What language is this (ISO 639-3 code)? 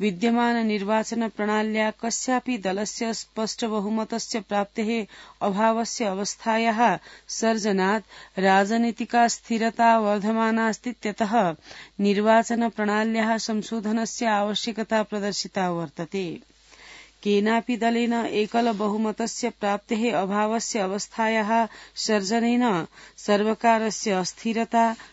san